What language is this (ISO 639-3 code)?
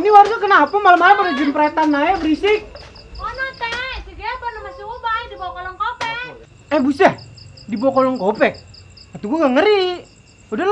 bew